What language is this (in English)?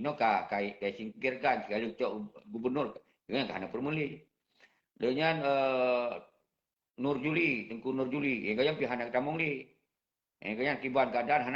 Achinese